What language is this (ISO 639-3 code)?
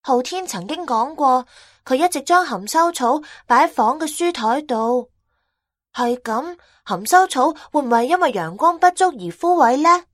yue